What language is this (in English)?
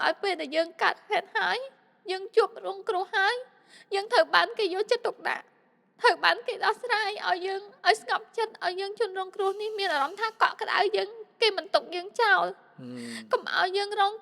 Khmer